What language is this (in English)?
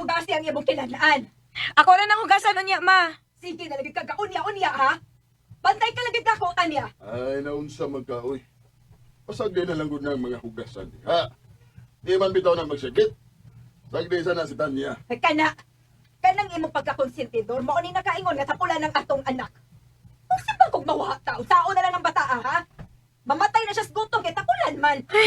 Cebuano